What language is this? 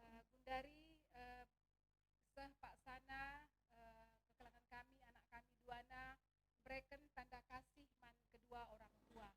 Batak Karo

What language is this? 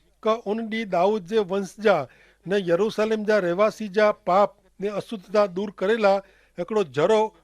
Kachhi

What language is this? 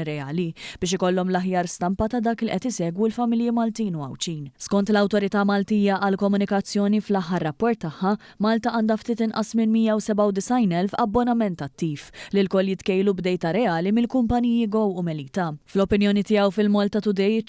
Maltese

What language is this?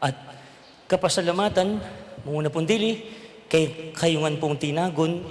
Pampanga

